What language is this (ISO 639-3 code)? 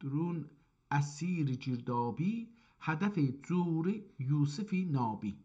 azb